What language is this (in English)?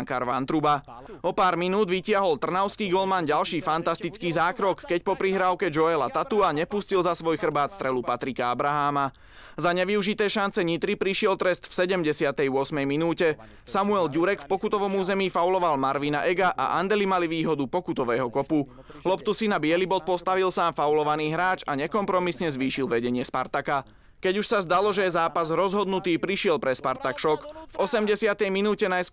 Slovak